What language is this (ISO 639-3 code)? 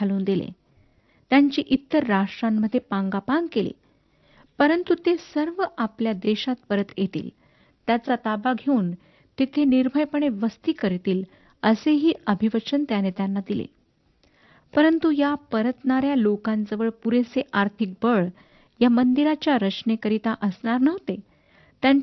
mar